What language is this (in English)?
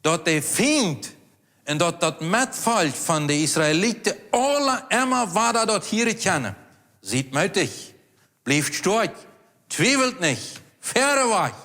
Plautdietsch